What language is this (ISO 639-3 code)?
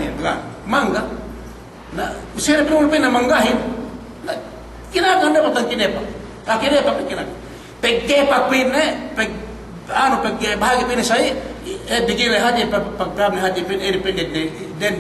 yka